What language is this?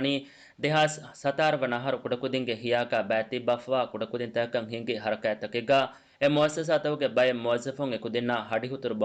Divehi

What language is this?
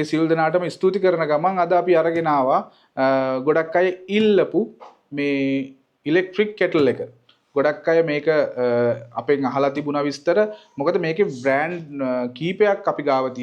Sinhala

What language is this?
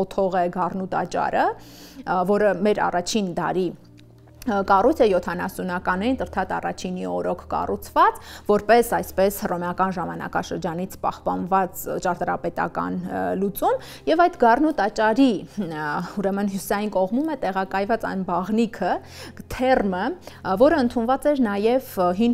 Armenian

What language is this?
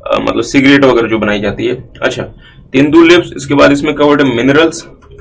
Hindi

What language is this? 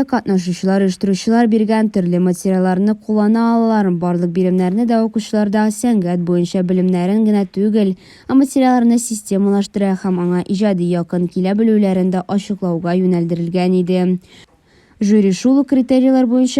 Tatar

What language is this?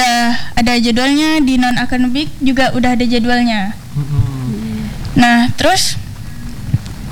Indonesian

